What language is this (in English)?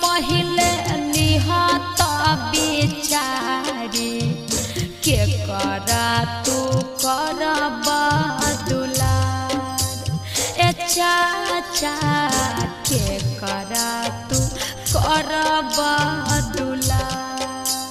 Bhojpuri